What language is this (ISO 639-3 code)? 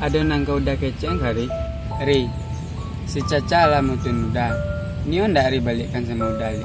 min